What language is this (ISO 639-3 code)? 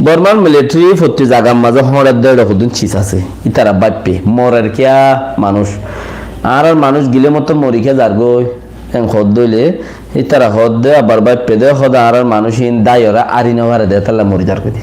rhg